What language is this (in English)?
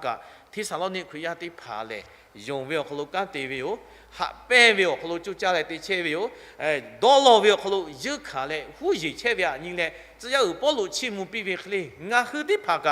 Lahu